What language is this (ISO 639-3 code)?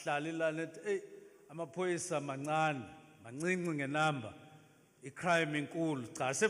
zul